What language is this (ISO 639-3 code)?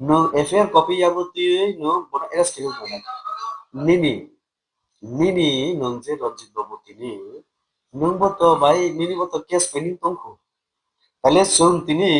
trp